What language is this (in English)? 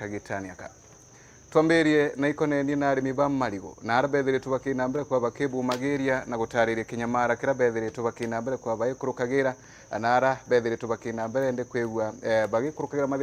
Meru